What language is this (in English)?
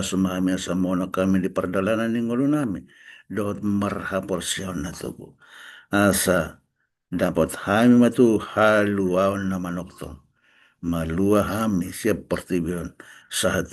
Batak Toba